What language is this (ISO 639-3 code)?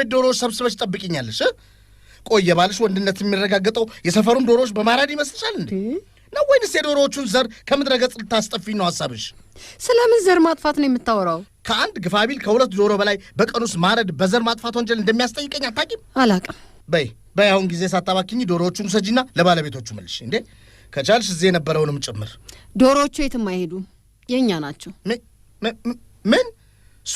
amh